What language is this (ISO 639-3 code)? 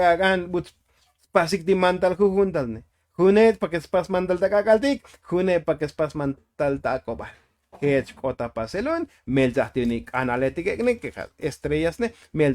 tzo